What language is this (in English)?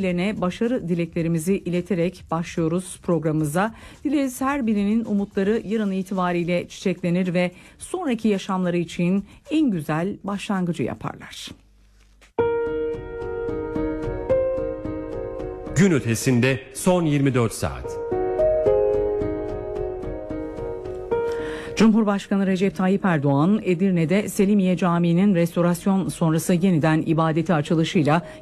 Turkish